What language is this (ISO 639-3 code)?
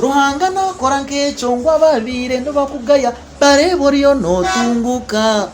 nyn